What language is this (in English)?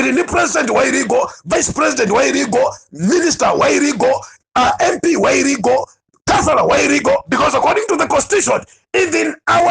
Nyanja